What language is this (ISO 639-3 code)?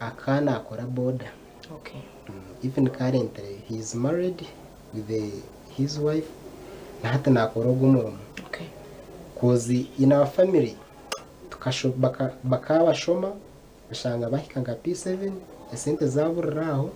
nyn